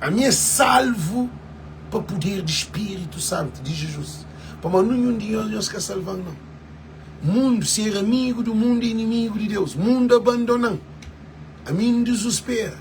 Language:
Kabuverdianu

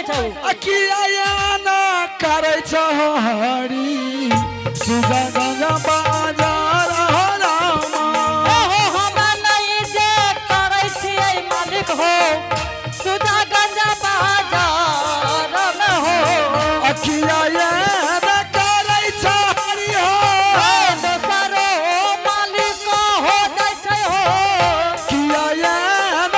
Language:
Angika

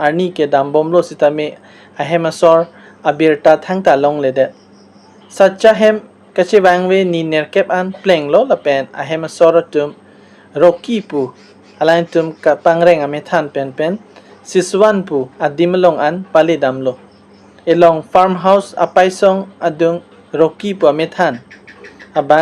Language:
Karbi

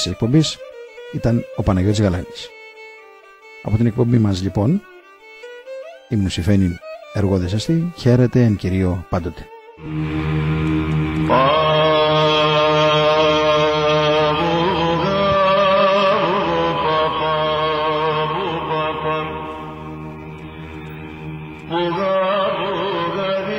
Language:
Greek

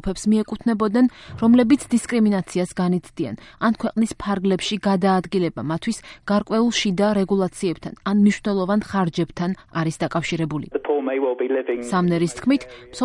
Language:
Georgian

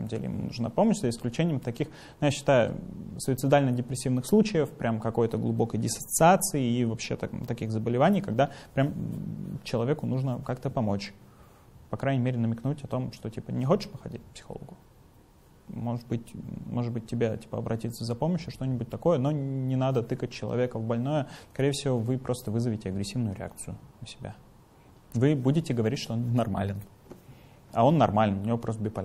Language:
Russian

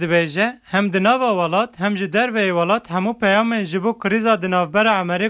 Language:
Kurdish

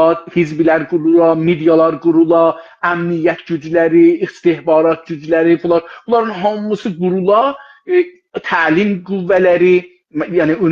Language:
South Azerbaijani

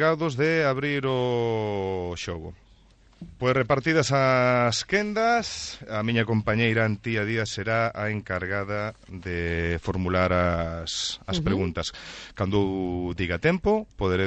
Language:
Galician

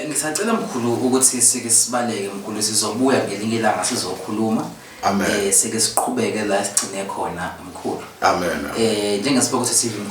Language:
Zulu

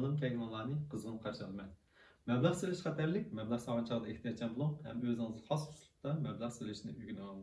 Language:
Uyghur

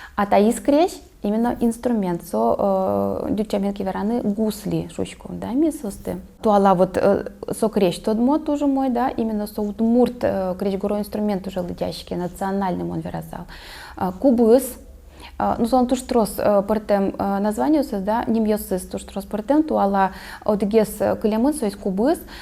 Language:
Udmurt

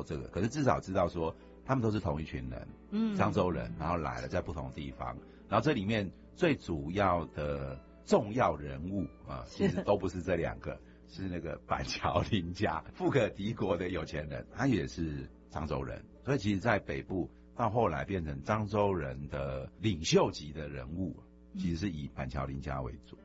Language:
Chinese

